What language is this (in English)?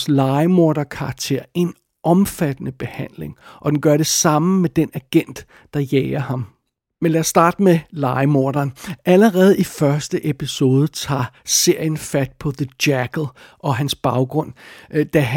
Danish